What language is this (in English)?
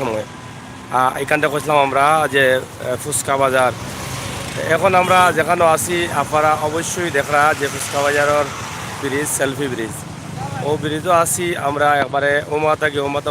Sylheti